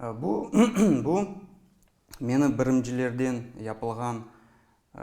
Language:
Crimean Tatar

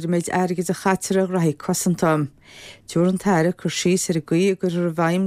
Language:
Irish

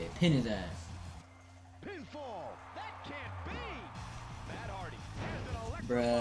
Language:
English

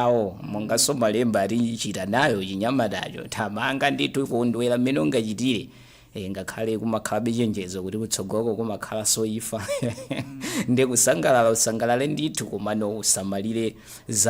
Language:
Nyanja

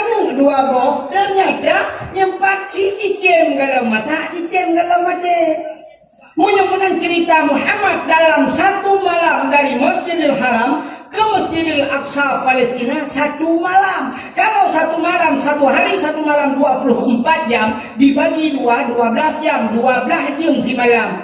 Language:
Achinese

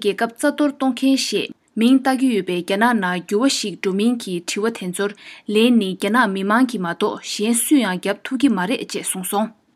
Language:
Tibetan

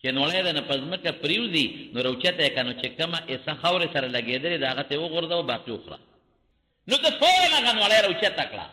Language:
Pashto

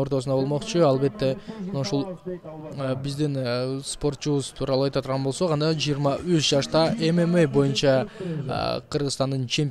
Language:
Kyrgyz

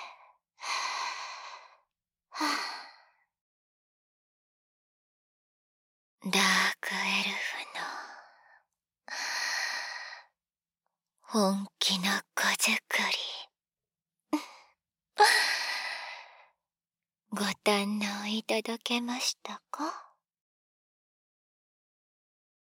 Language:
Japanese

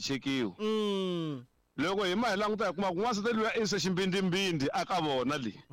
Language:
Tsonga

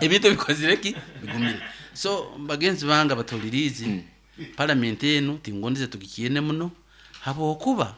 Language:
Nyoro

